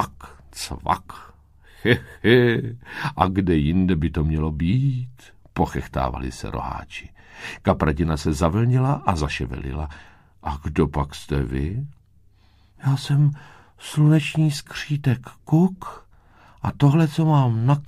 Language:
Czech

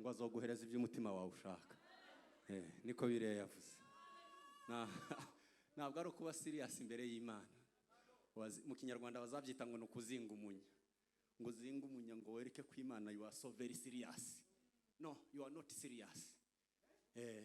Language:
Kinyarwanda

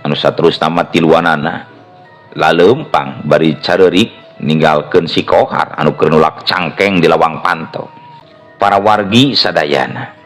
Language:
Sundanese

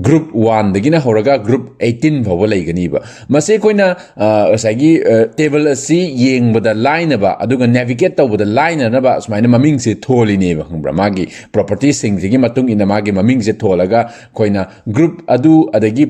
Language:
Manipuri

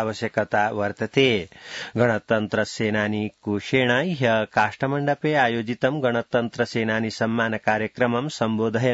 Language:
Sanskrit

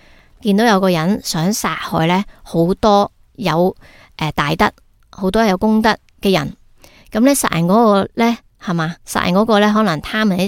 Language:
Cantonese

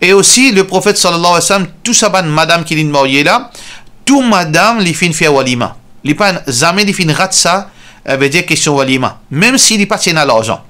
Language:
Morisyen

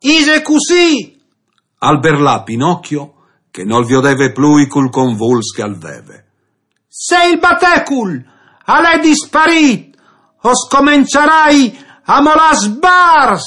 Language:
Friulian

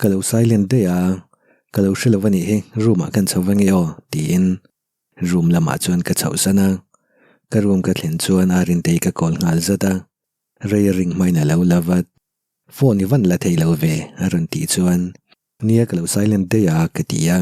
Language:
Mizo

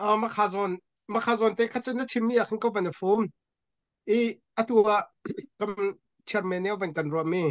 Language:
Hakha Chin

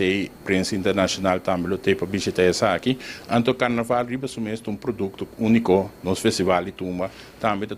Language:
Papiamento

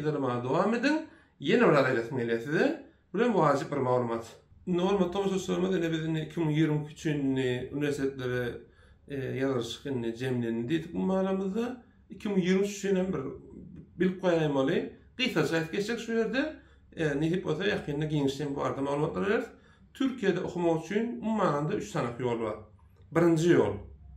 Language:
Turkmen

